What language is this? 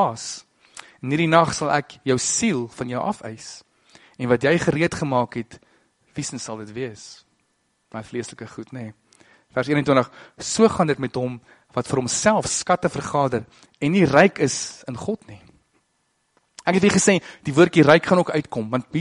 Afrikaans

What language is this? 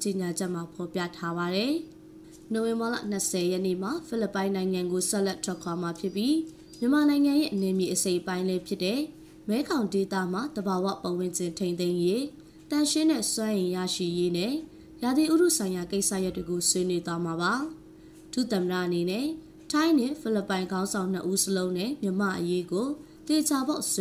Burmese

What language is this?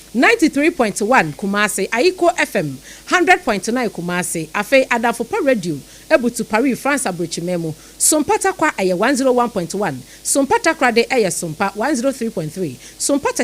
Akan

